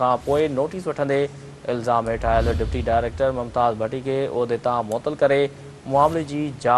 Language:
Sindhi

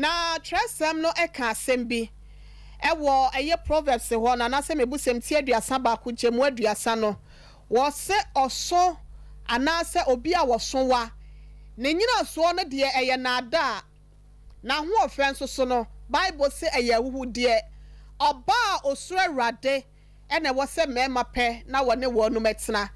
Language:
Akan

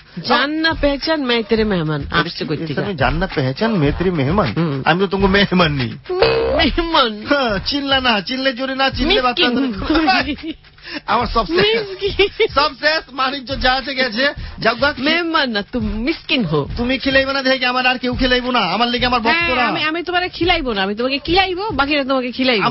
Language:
Bangla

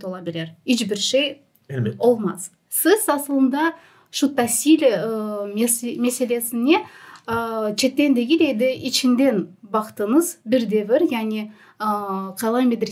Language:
Crimean Tatar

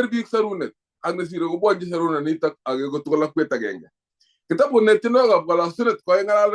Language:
Kalenjin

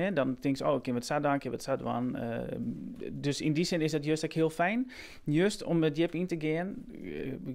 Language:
Western Frisian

